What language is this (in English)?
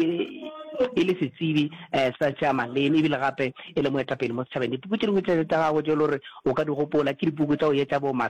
Northern Sotho